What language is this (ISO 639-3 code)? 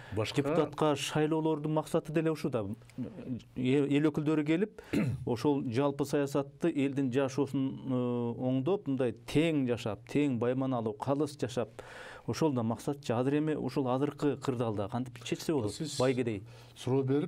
kir